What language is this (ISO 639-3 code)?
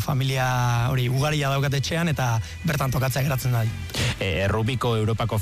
eus